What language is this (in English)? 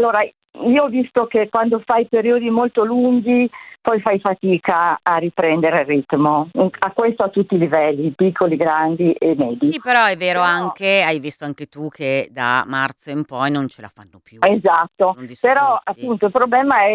Italian